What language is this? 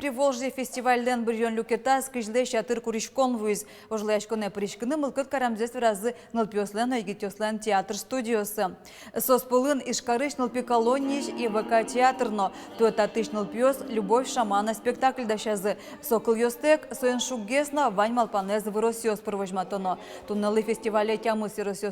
Udmurt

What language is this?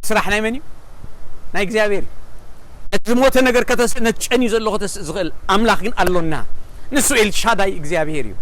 Tigrinya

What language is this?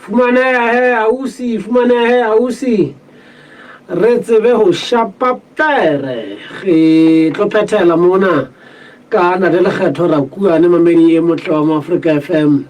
Southern Sotho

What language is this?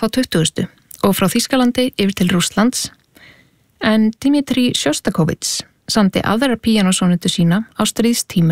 Icelandic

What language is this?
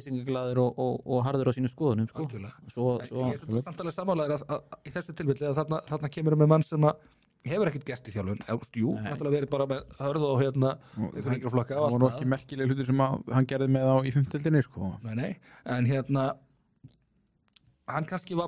Icelandic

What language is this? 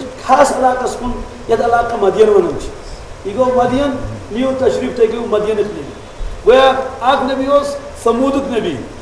Kashmiri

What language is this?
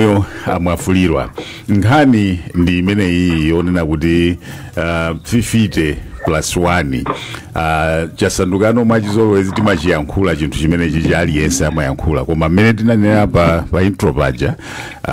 Nyanja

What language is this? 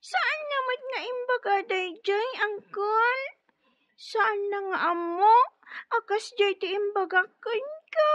Iloko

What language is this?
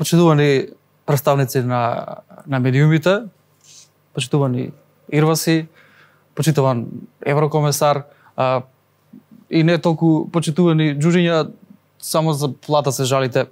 Macedonian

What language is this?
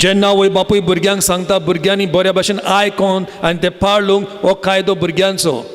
Konkani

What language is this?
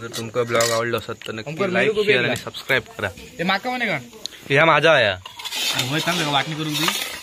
Konkani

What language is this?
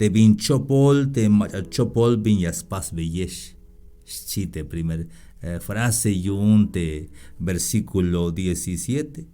Tzeltal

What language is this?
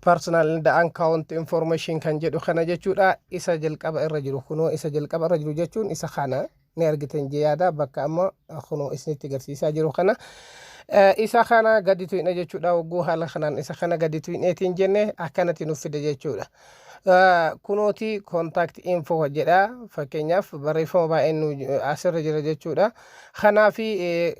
Oromo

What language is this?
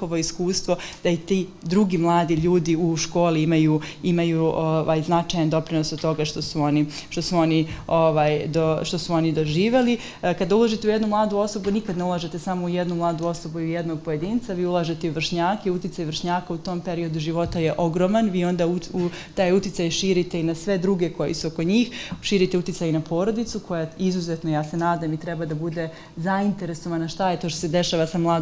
Serbian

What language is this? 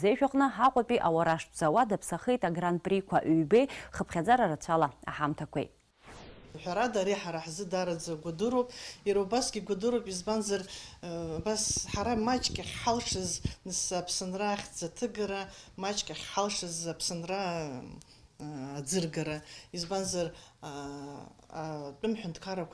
Abkhazian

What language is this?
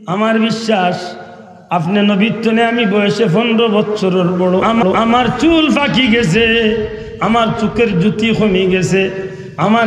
Sylheti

